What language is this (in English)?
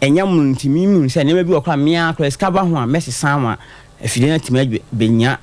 Akan